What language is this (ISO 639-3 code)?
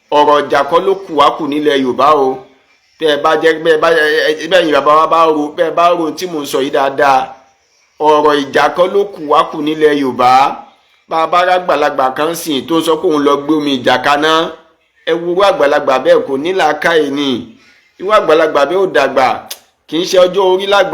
yor